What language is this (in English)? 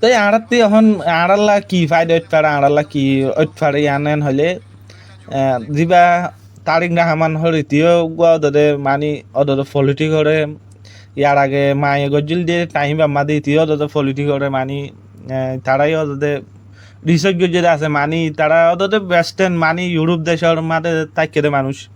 Rohingya